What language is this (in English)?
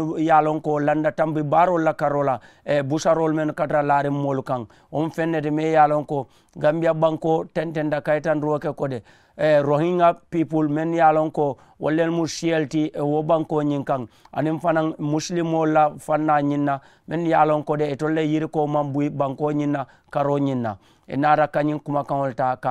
Mandingo